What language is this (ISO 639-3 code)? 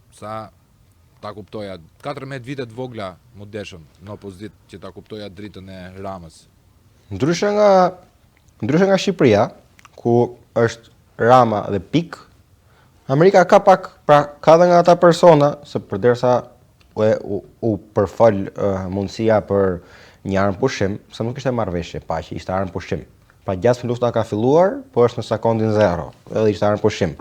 sqi